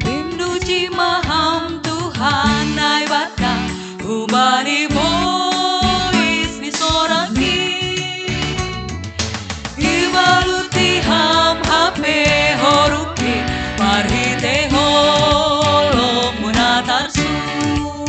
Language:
Batak Simalungun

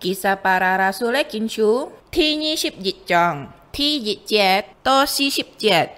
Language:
Hakka Chinese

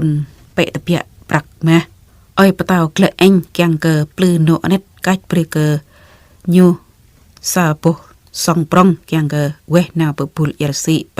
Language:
Jarai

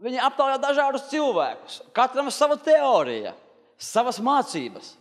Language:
Latvian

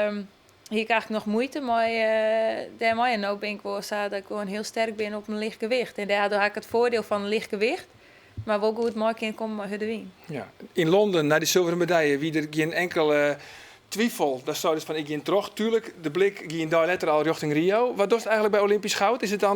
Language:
Western Frisian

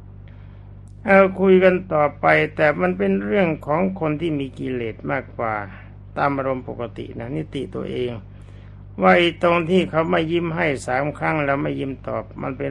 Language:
Thai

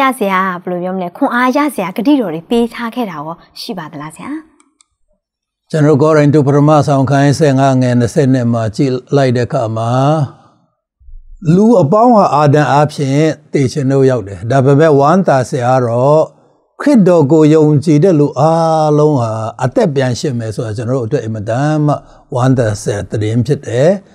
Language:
Burmese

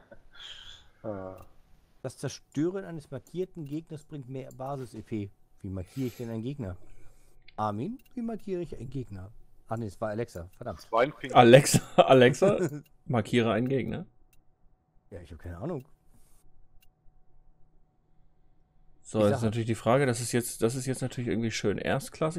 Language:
German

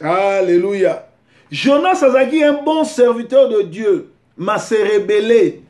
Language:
Lingala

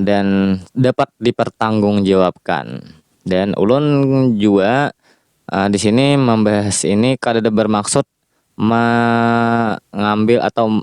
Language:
Banjar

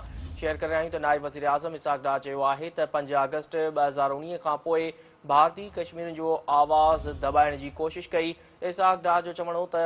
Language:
Sindhi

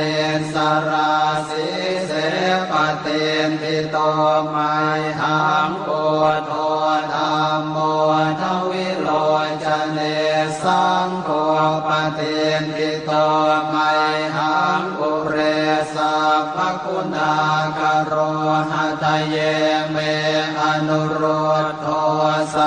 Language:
Pali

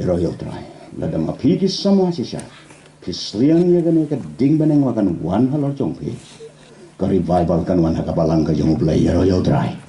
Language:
Khasi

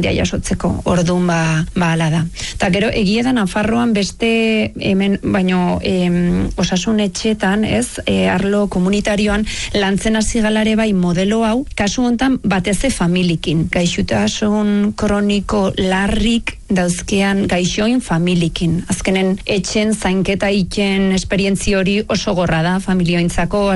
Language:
Basque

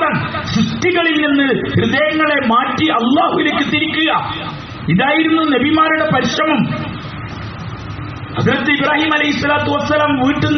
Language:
Malayalam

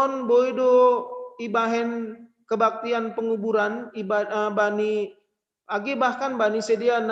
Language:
Batak Simalungun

